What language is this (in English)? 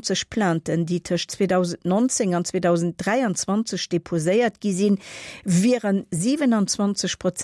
Luxembourgish